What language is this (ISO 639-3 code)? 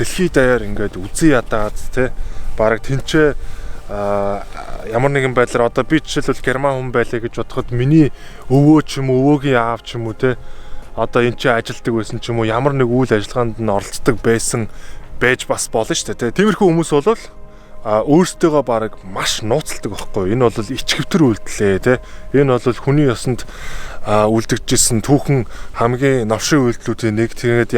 mon